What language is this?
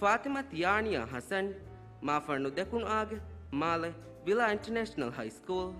Divehi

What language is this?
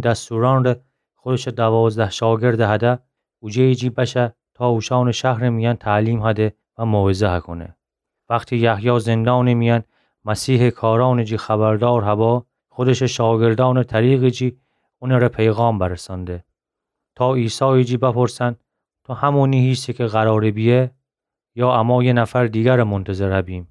Gilaki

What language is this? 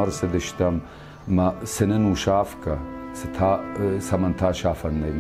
Ossetic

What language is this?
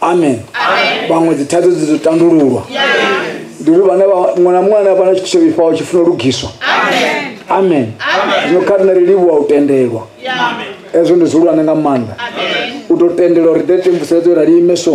Venda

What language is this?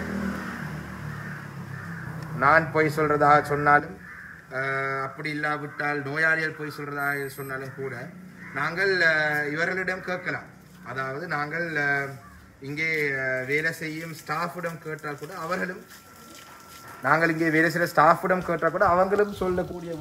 Tamil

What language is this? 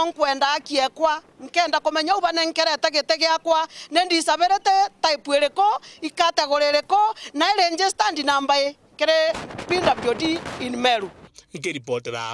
Meru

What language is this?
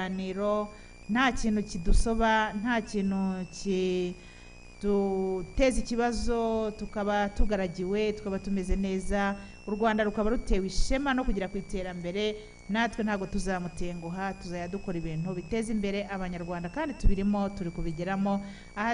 Kinyarwanda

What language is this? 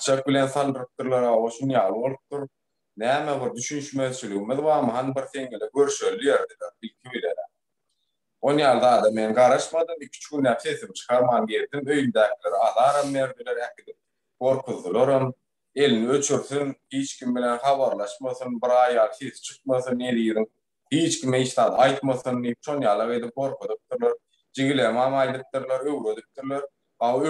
Turkmen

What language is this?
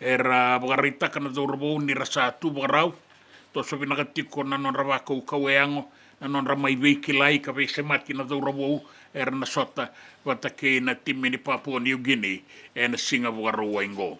Fijian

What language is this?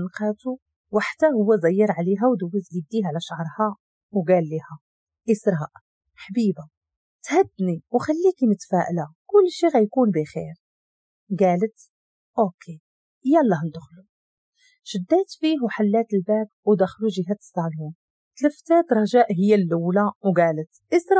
Moroccan Arabic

